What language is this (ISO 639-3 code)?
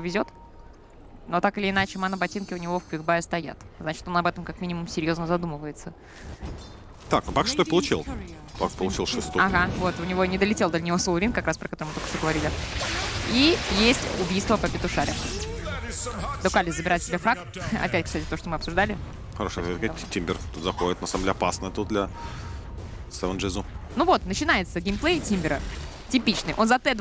rus